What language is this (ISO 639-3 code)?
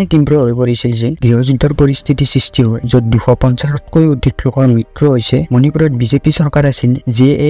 asm